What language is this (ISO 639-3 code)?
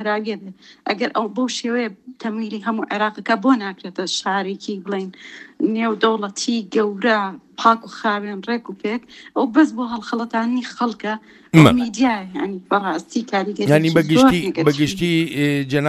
ckb